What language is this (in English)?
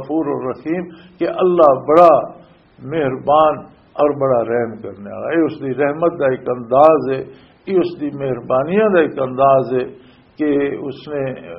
Western Panjabi